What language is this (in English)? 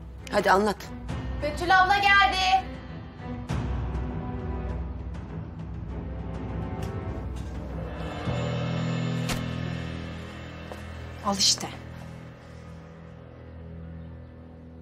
Turkish